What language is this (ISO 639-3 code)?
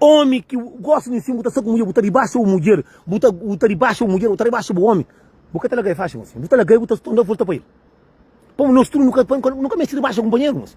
kea